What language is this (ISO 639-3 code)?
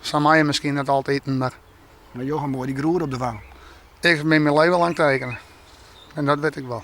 fry